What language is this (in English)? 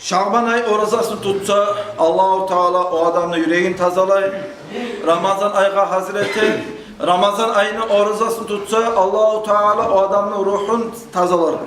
Kumyk